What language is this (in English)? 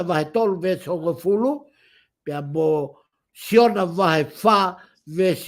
Tongan